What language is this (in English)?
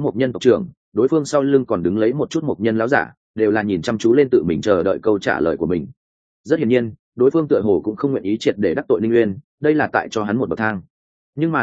Vietnamese